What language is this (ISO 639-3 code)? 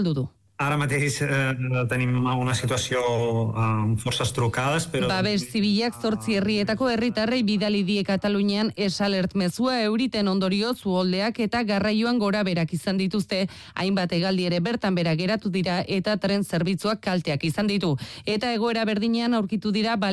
eus